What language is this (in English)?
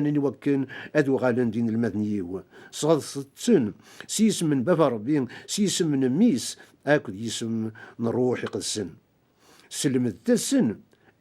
Kabyle